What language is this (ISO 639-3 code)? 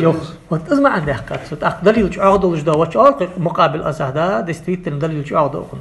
inh